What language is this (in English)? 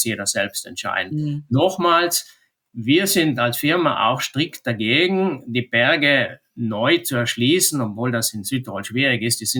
German